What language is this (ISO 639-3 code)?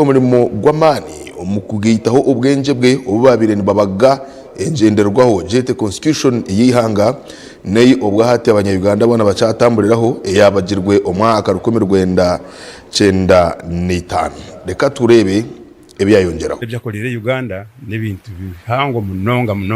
nyn